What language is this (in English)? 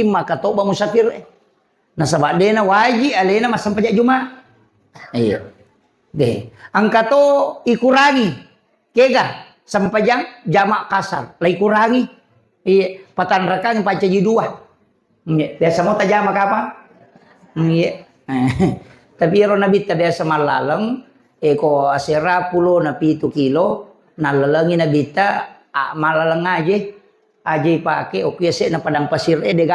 Buginese